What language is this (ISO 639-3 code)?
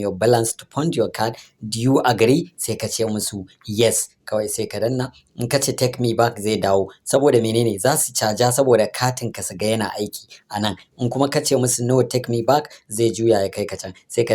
hau